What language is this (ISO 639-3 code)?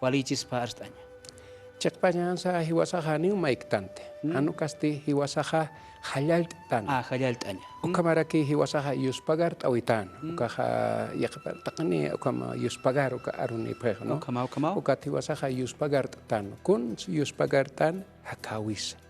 aym